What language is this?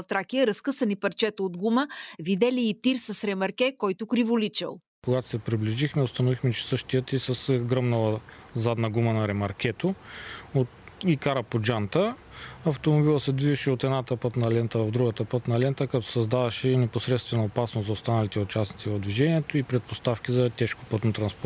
Bulgarian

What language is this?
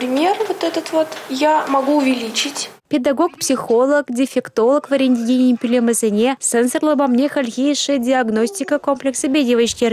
Chuvash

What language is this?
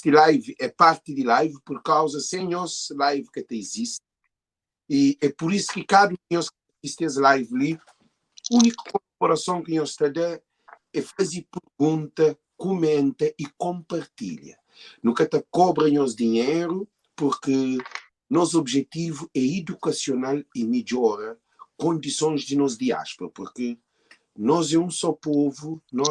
Kabuverdianu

